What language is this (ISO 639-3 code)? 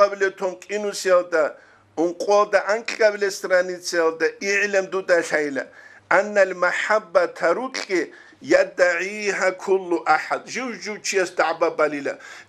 ava